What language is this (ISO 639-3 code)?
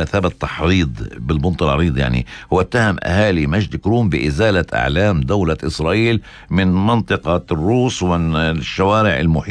apc